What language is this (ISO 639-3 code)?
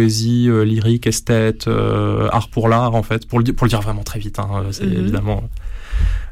fra